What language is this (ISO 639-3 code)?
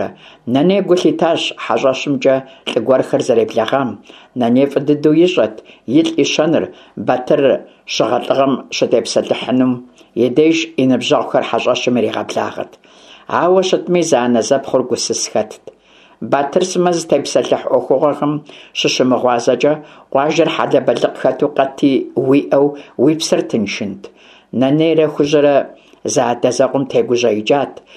kbd